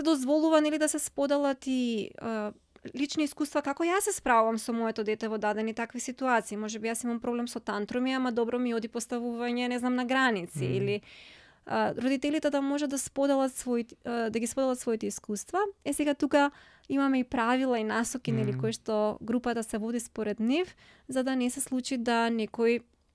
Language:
Macedonian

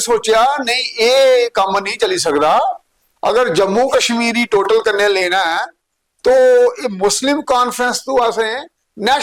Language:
Dogri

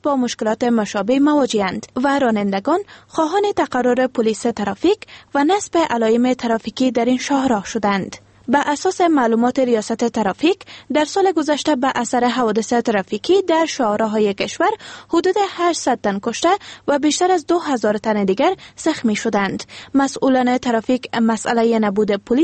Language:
Persian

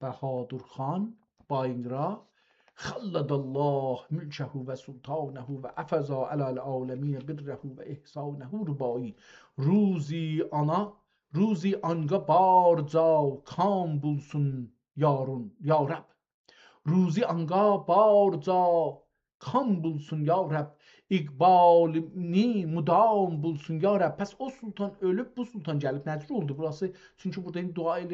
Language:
South Azerbaijani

